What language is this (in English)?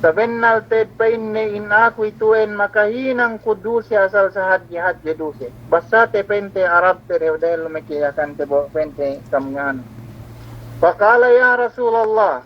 Yakan